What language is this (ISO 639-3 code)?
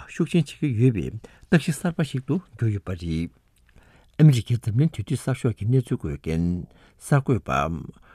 lav